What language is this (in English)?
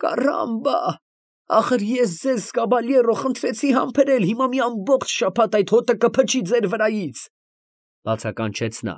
Armenian